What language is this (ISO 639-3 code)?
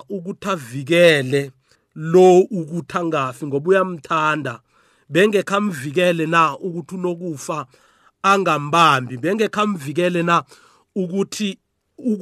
nbl